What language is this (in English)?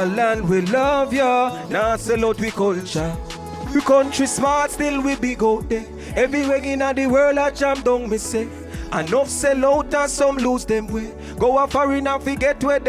Jamaican Creole English